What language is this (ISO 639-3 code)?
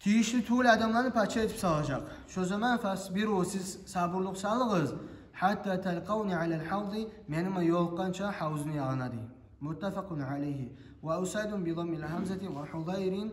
kum